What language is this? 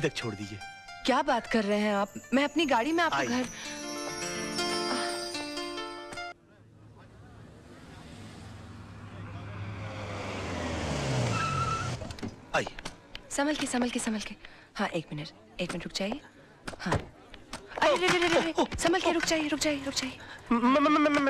Hindi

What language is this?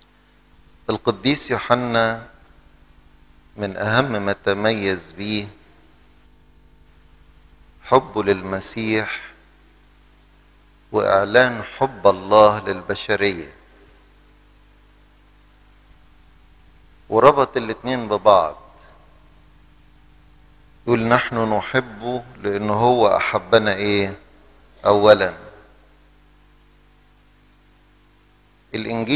Egyptian Arabic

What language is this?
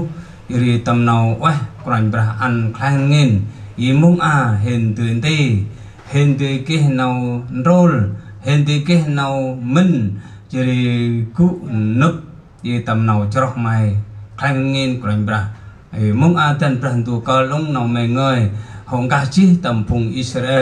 Central Mnong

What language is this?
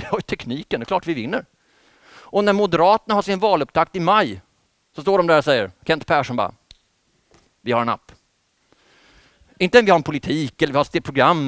Swedish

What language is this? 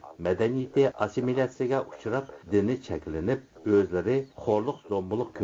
Uyghur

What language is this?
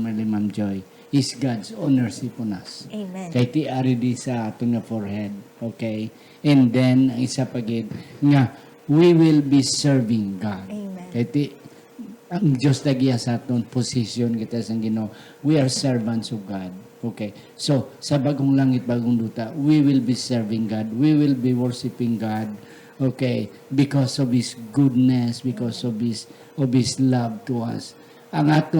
Hiligaynon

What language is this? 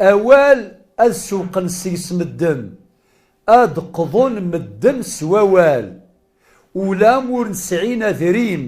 Kabyle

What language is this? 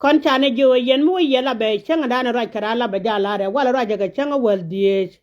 Nuer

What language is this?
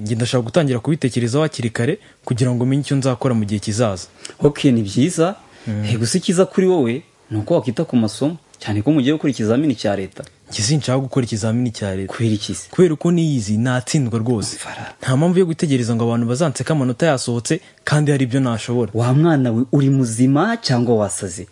Kinyarwanda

